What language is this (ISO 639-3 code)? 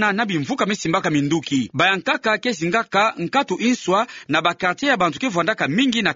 ktu